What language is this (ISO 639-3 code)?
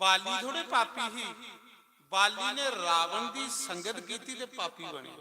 doi